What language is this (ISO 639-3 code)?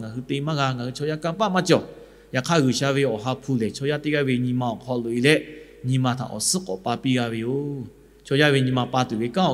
lhu